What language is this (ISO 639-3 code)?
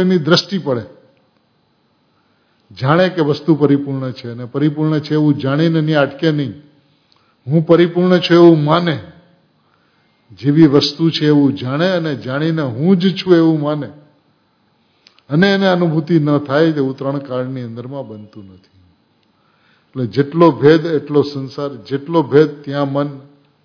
guj